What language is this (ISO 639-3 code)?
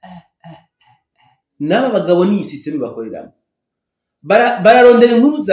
run